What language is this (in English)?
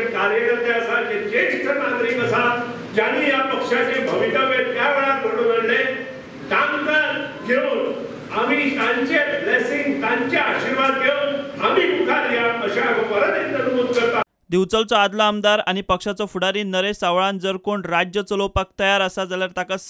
Konkani